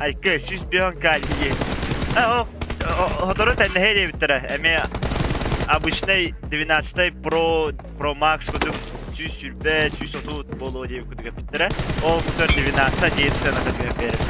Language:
Yakut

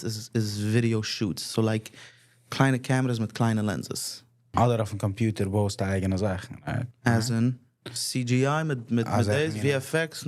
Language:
Yiddish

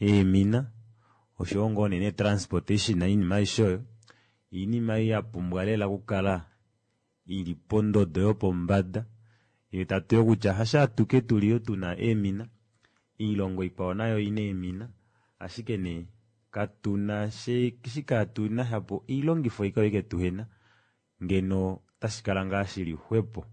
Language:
Kuanyama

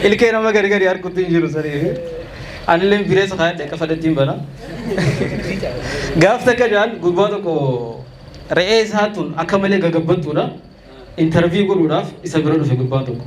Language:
Oromo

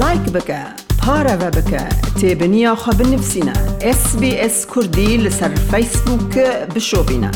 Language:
Kurdish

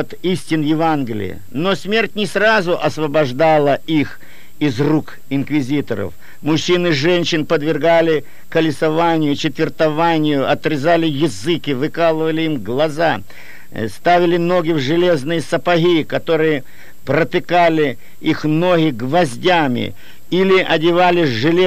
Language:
Russian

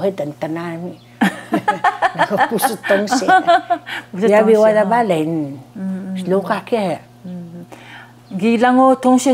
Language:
Taroko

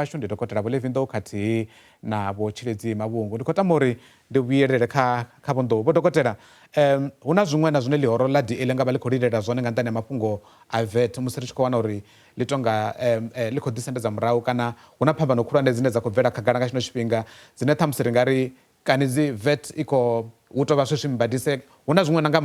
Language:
Venda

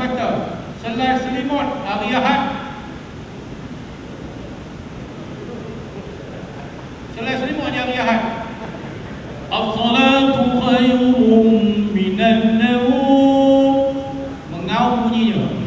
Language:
Malay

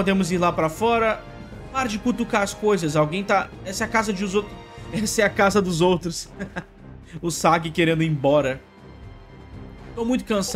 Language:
Portuguese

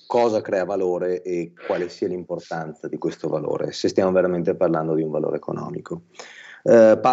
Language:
Italian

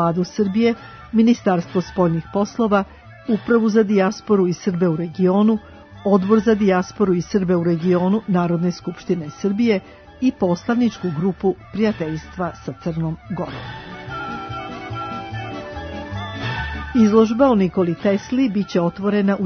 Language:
Serbian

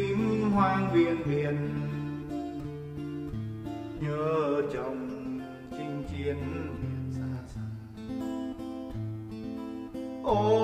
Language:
Vietnamese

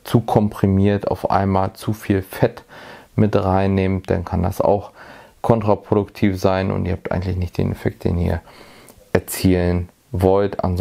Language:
German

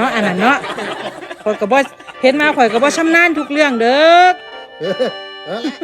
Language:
Lao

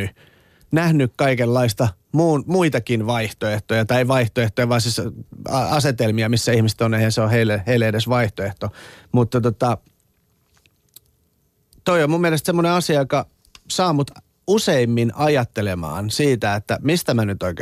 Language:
Finnish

